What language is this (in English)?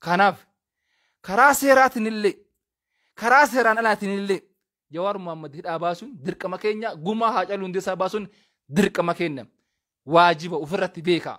Oromo